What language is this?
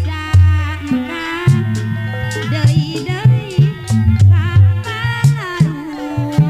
Sundanese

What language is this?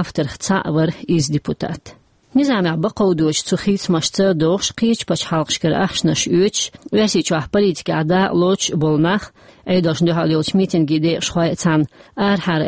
Chechen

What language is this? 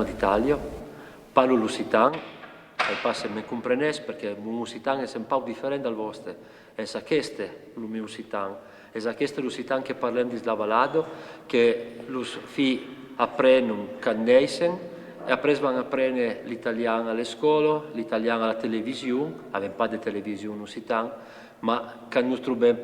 Occitan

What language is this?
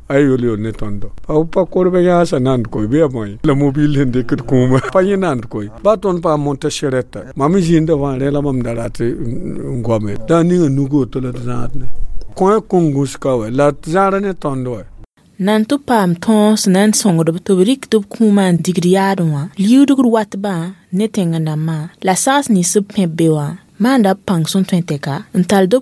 Mossi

